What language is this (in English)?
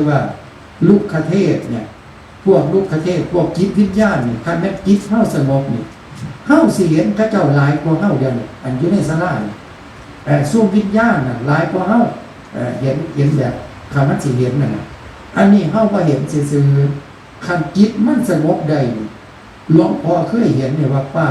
Northeastern Thai